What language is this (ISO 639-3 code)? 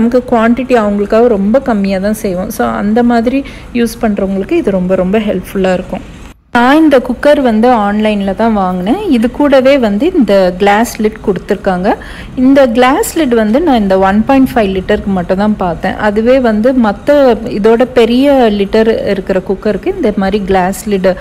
tam